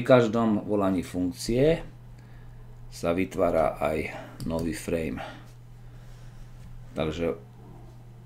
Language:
Slovak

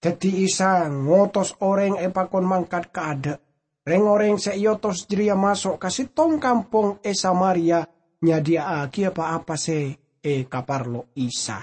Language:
Madurese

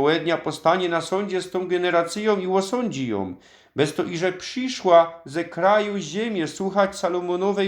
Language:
Silesian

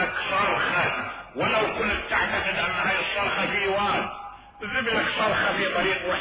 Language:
Mesopotamian Arabic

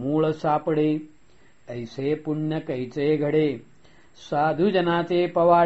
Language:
Marathi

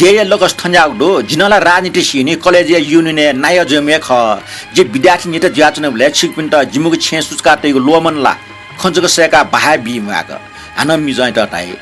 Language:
Newari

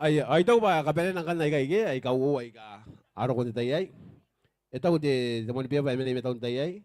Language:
Gilbertese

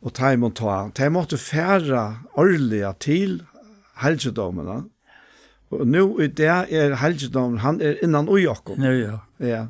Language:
Faroese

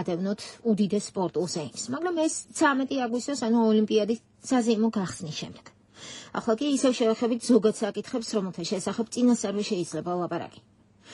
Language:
Georgian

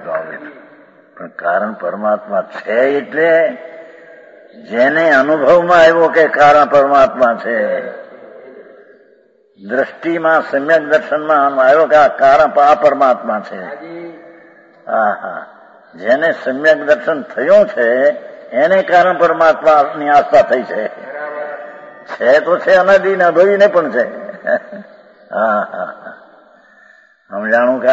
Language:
Gujarati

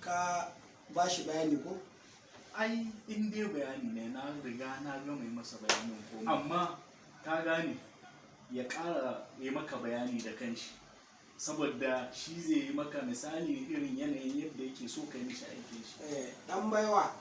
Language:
Hausa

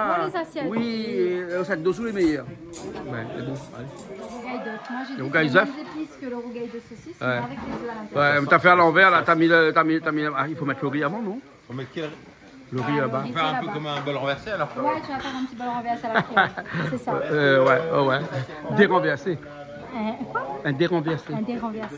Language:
Réunion Creole French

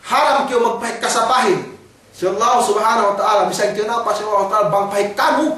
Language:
Yakan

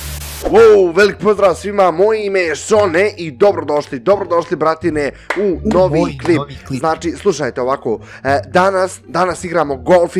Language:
Bosnian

